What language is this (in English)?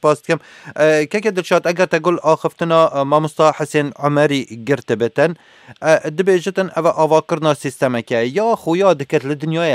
Kurdish